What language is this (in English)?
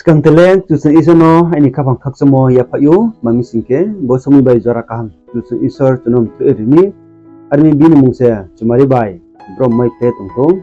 Riang (India)